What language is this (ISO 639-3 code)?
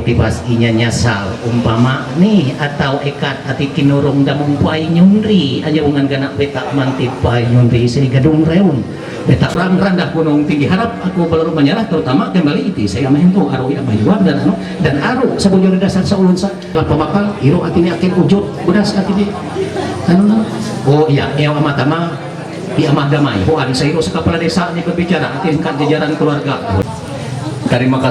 mhy